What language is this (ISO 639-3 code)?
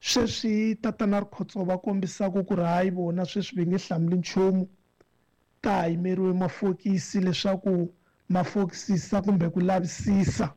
tso